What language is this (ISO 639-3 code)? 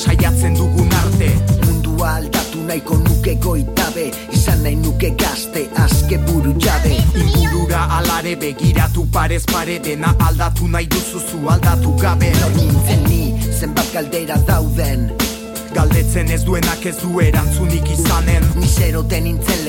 eus